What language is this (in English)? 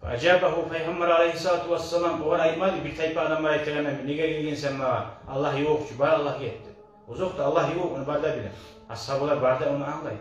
Kumyk